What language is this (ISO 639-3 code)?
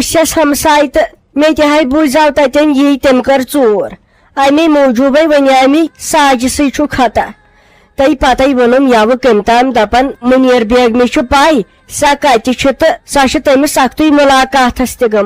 kas